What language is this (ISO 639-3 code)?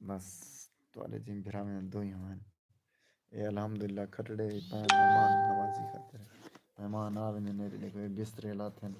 skr